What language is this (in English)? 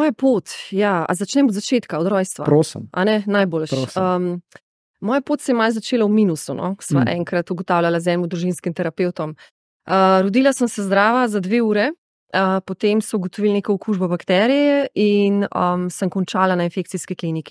Slovenian